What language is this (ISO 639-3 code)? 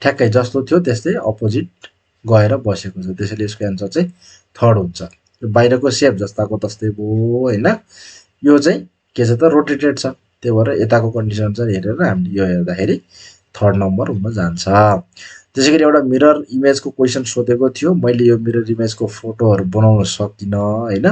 nep